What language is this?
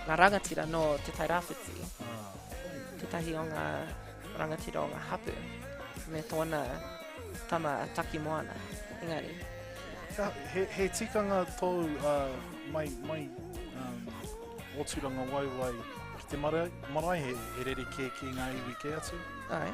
Māori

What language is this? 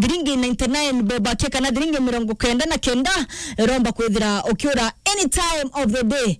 Meru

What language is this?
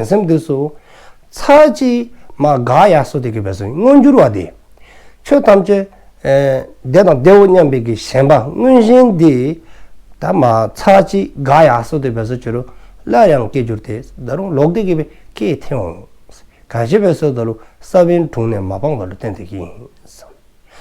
Dzongkha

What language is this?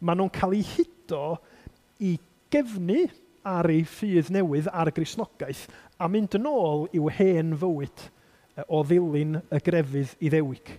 Welsh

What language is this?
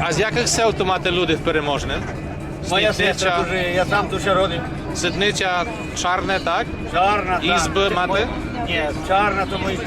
Rusyn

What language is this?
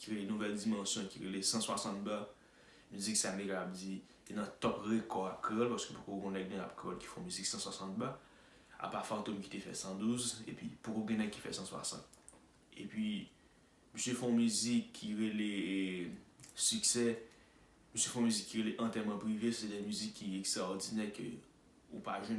Haitian Creole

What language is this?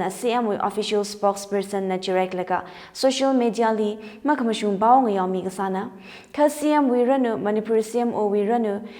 Tangkhul Naga (India)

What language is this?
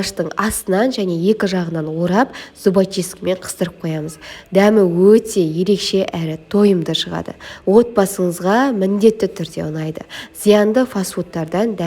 Kazakh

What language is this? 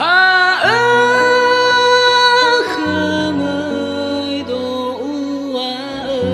Nias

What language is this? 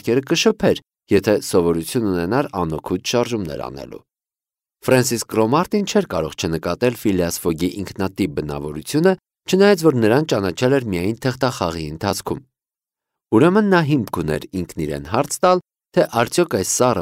Armenian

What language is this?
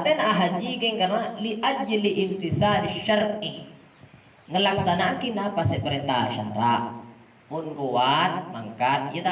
Madurese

